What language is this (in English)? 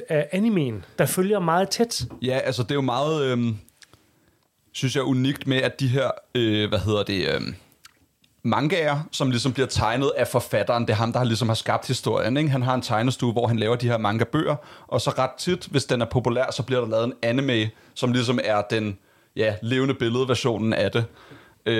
Danish